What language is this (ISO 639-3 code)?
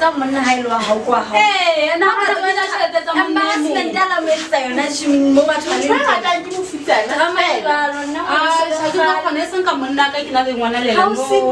sot